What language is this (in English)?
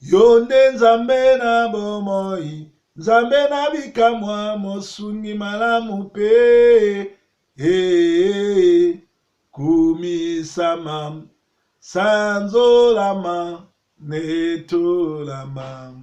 Lingala